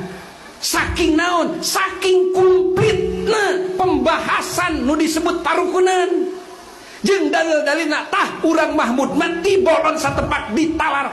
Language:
Sundanese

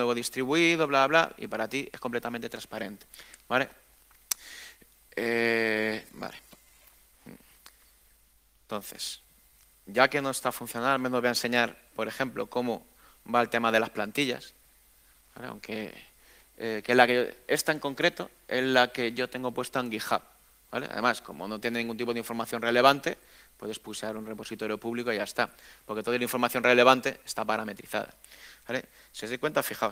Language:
Spanish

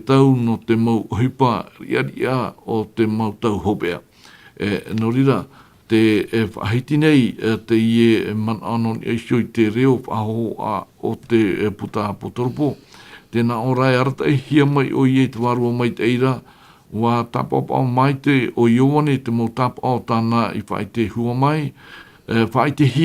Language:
Tahitian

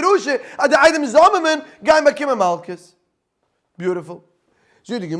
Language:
Yiddish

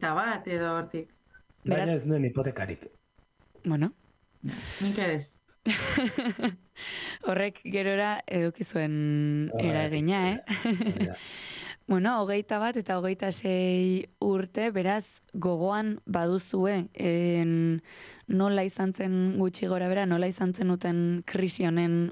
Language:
Basque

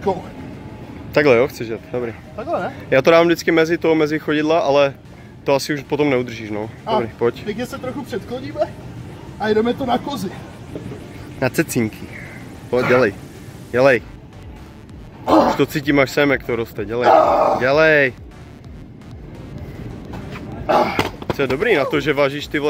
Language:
Czech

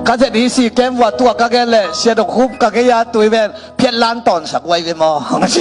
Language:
Tedim Chin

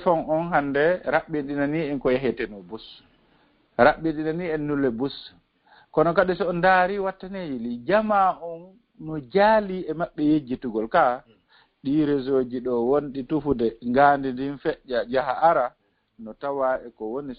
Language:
Fula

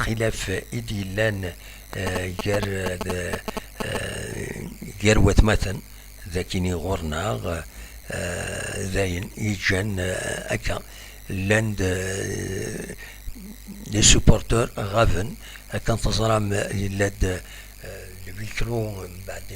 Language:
Kabyle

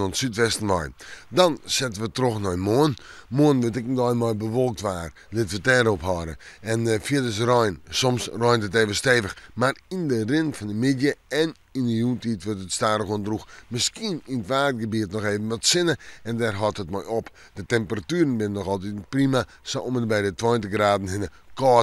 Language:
Western Frisian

